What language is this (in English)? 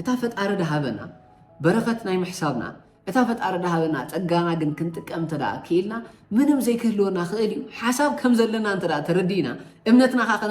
Tigrinya